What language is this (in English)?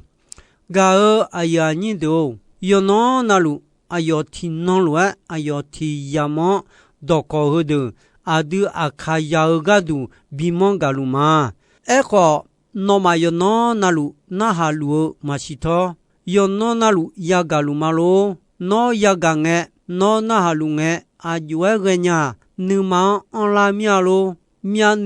Akha